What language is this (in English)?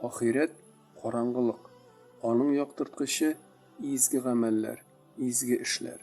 Tatar